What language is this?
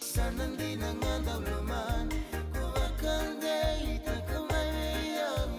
Fijian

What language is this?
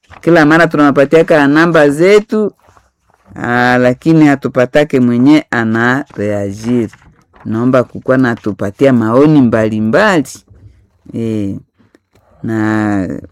Swahili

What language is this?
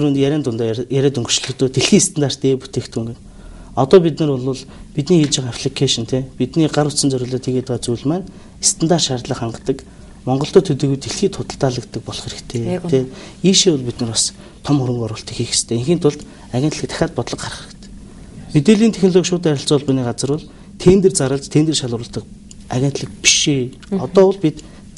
Mongolian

